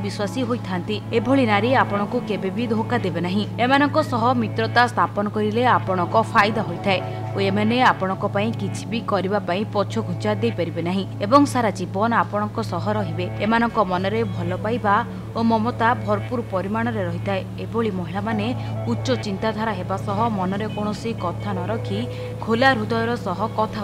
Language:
Odia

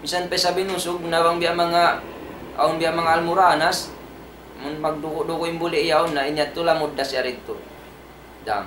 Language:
Tausug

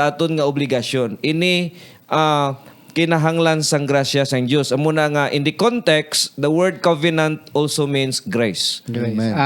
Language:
Hiligaynon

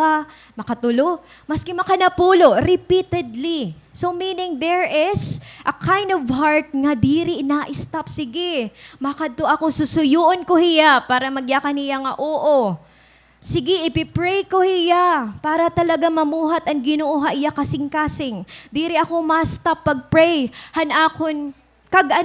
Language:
Waray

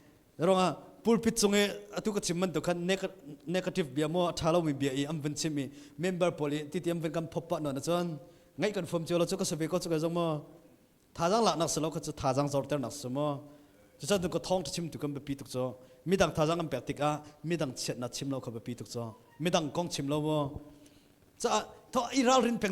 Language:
Hakha Chin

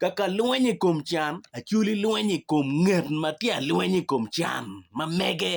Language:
Acoli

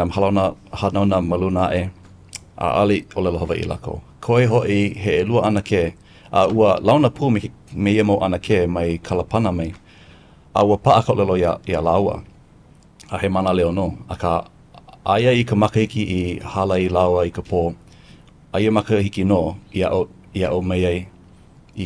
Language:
Hawaiian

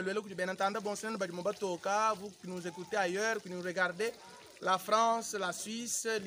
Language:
Luba-Lulua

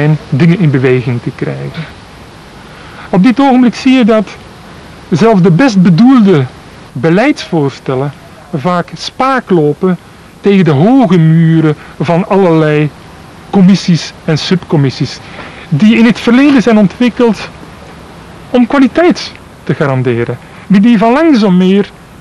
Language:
Dutch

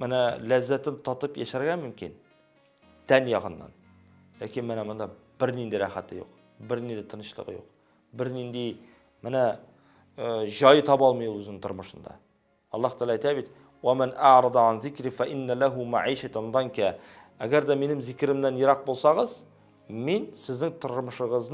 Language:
Tatar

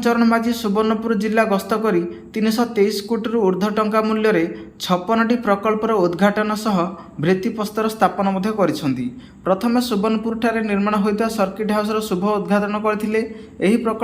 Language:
Odia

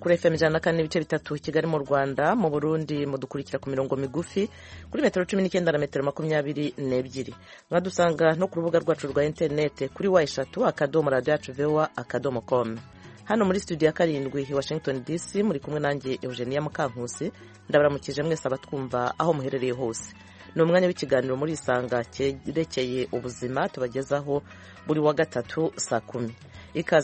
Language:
Kinyarwanda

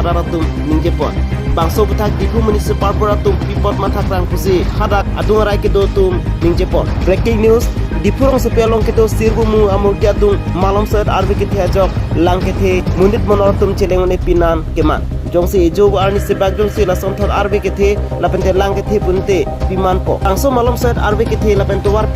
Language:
Karbi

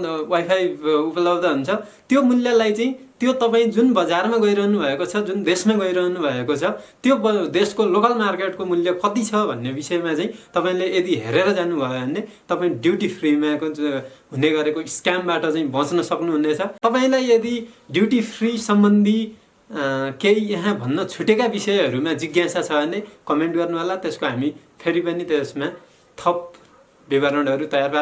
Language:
Nepali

